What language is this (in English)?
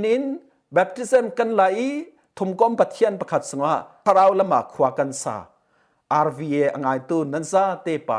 Falam Chin